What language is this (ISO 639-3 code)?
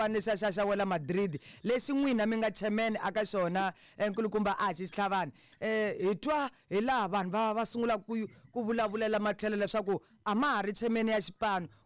tso